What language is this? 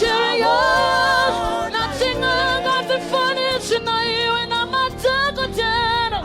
Venda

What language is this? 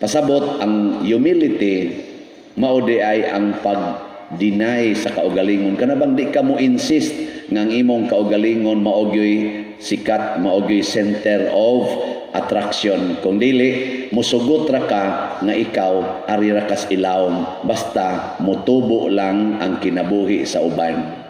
Cebuano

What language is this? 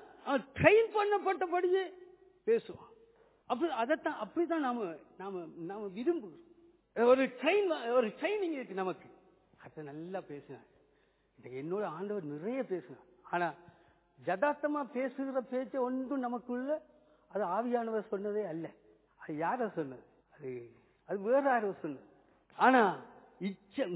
Tamil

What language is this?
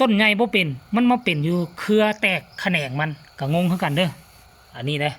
Lao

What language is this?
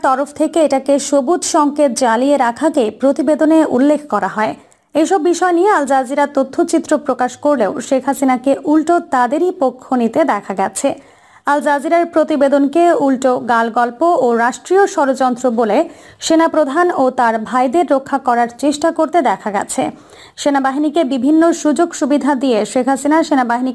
Bangla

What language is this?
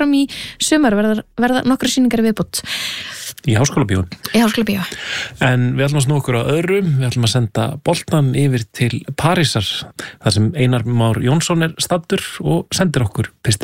Icelandic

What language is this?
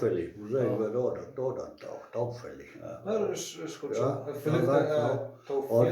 Westphalien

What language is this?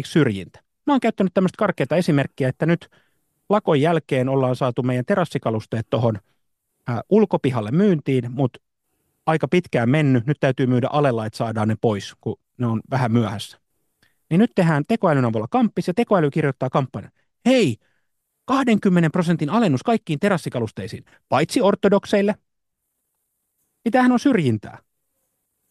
Finnish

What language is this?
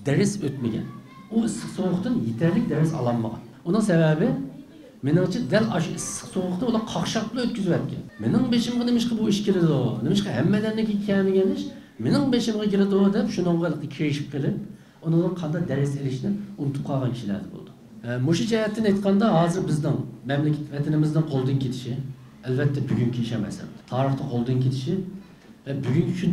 Uyghur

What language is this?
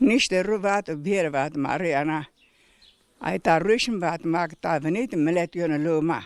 Zaza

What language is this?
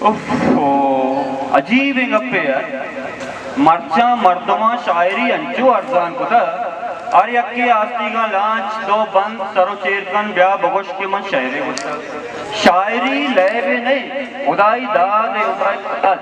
Baluchi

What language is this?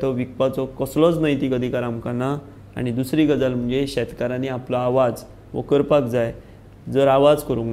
Konkani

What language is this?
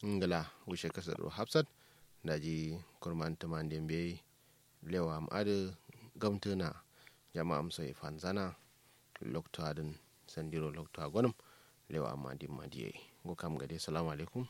Kanuri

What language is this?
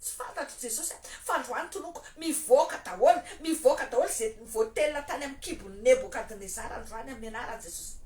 Malagasy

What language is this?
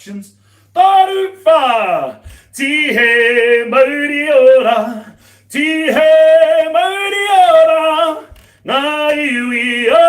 Māori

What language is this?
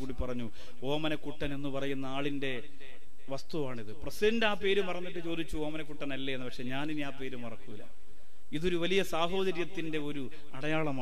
Malayalam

